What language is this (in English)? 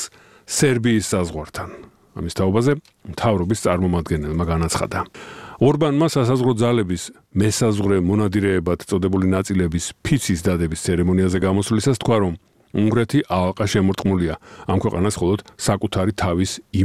Georgian